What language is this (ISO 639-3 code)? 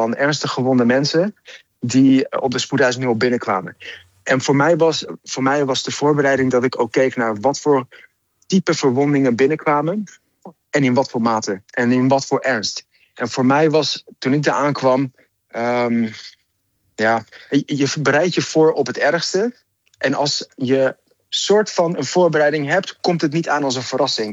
nld